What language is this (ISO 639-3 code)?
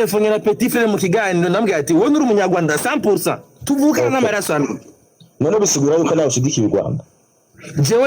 run